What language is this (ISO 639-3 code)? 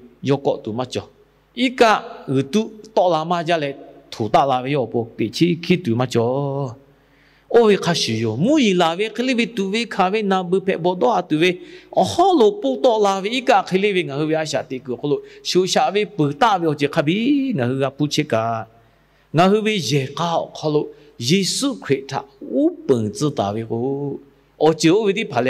lhu